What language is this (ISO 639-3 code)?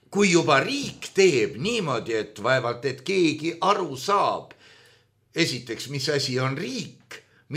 est